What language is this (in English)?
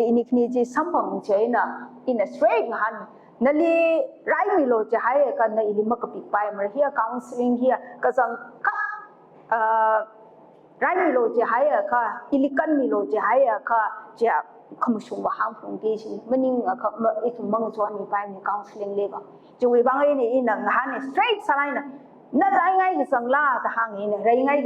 Tangkhul Naga (India)